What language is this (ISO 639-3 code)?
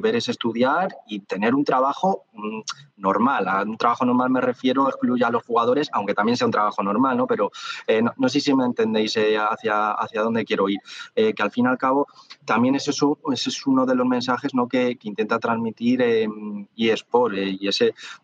spa